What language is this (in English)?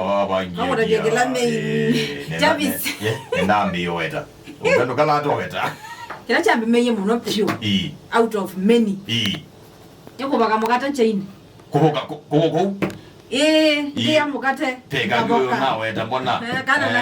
Kamba